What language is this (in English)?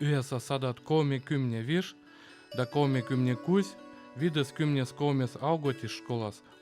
Veps